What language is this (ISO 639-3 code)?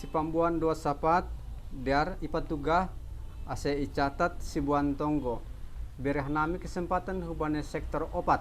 bts